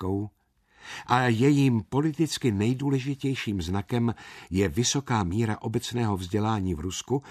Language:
Czech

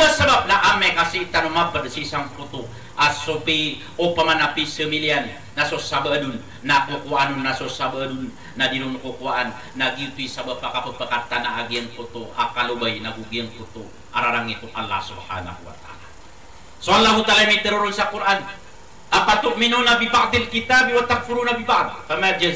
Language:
Maranao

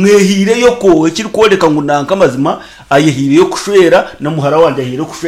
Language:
Nyankole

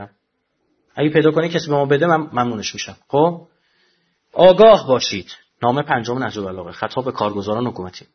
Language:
Persian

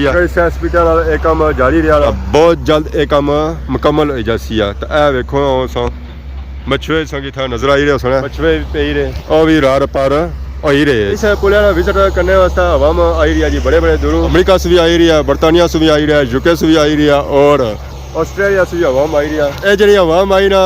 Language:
Pahari-Potwari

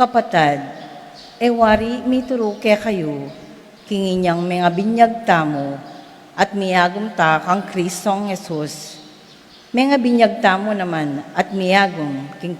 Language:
Pampanga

